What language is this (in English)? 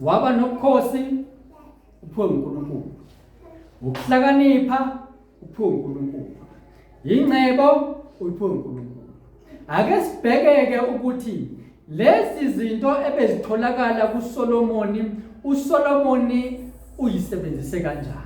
Zulu